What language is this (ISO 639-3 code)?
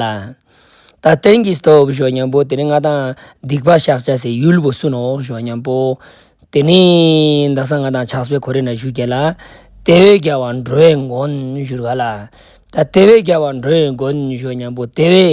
lbj